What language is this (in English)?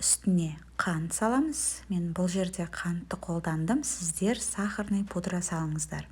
Kazakh